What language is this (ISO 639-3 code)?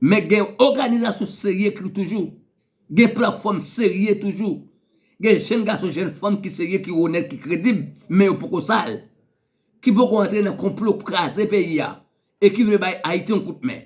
hat